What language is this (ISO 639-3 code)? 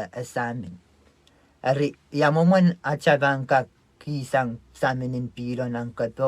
pon